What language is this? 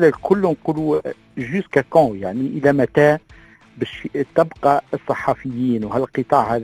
Tunisian Arabic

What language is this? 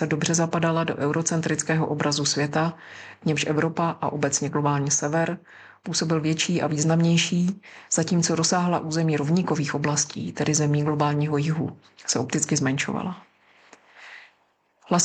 Czech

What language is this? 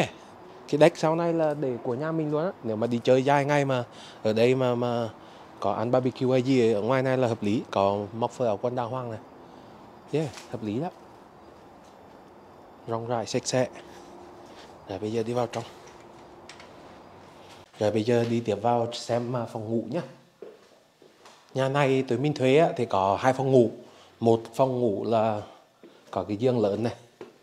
Vietnamese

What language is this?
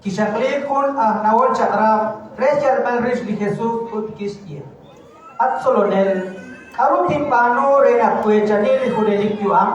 Kekchí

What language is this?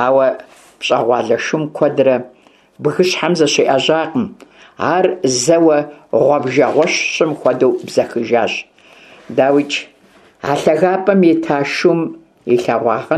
Kabardian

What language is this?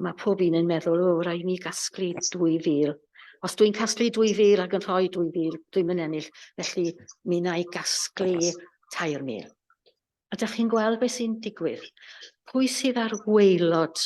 Welsh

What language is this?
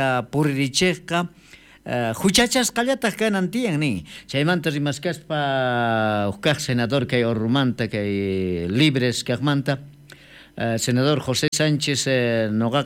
South Bolivian Quechua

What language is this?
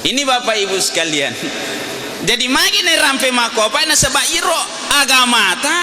Buginese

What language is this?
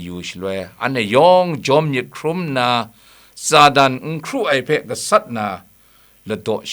Kachin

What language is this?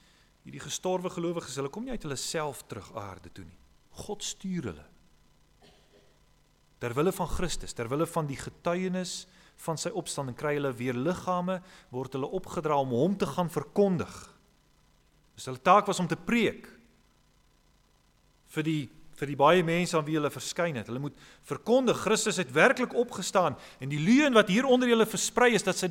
Afrikaans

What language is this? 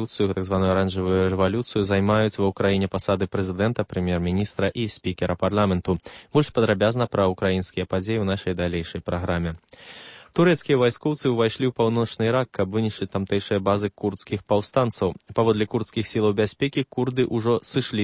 Belarusian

